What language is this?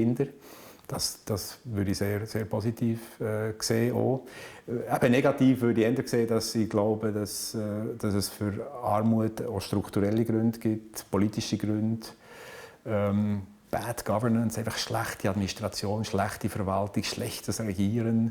Swiss German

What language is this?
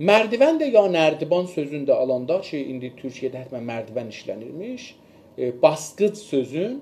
South Azerbaijani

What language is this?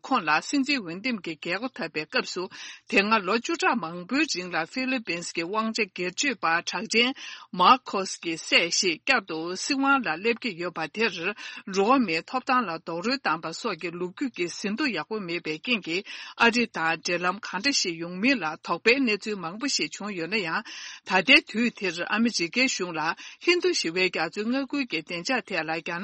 Tibetan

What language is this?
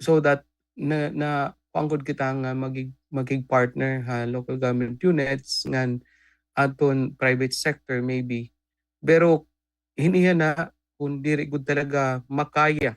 Waray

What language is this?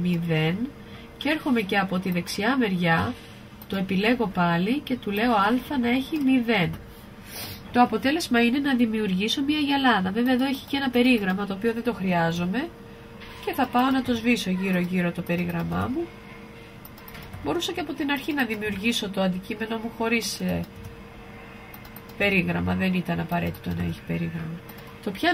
Greek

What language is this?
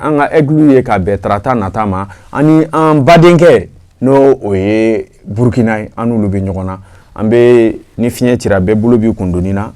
Bambara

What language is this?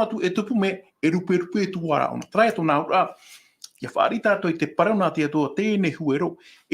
Tahitian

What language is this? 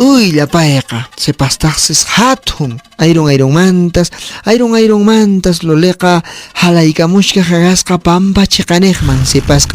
Quechua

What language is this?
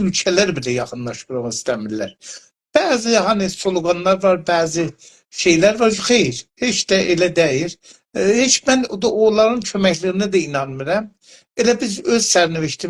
South Azerbaijani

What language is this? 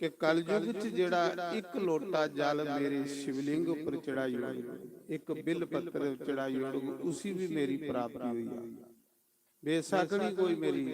Dogri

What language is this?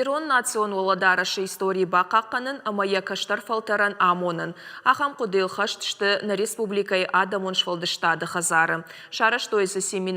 Ossetic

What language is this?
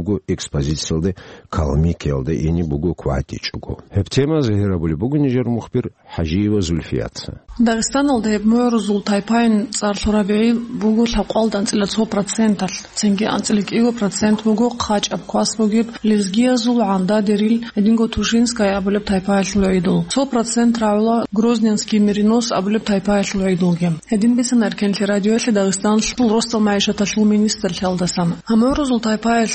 Avaric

